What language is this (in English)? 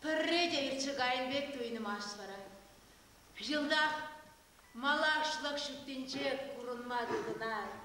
Chuvash